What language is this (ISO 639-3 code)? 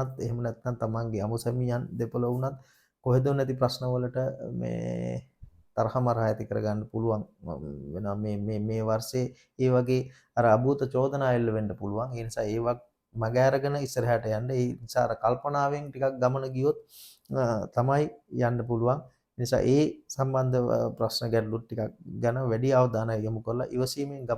sin